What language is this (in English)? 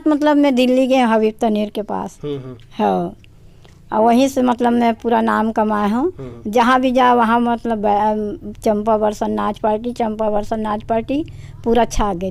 Chhattisgarhi